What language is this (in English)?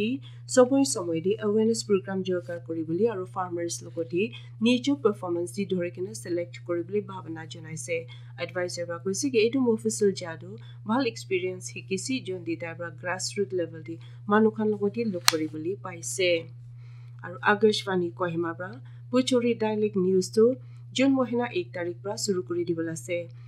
Naga Pidgin